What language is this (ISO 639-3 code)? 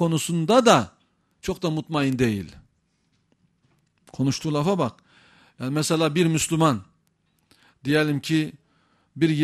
tur